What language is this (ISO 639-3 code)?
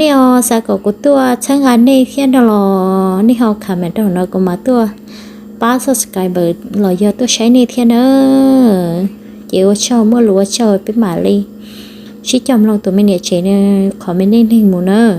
hmn